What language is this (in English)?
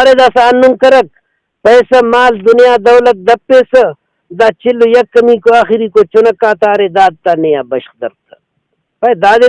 Brahui